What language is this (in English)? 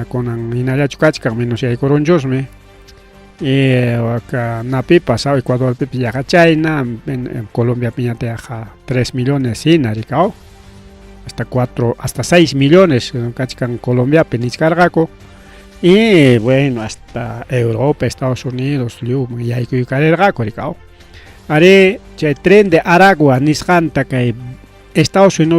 Ayacucho Quechua